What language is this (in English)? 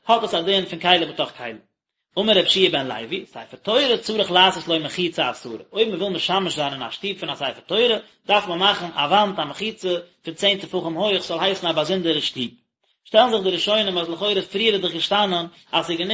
Yiddish